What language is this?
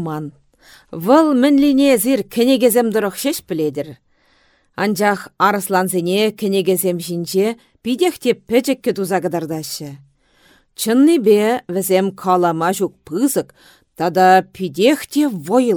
Chuvash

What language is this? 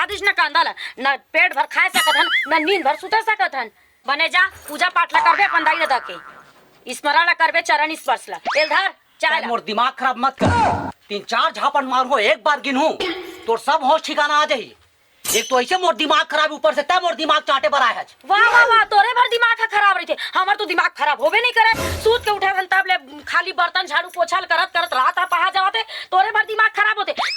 Chhattisgarhi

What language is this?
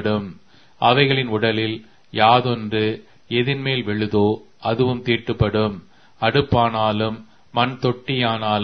Tamil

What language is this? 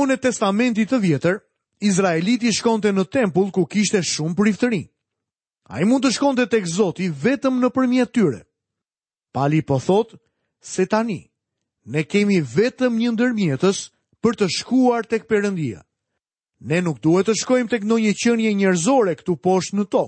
Albanian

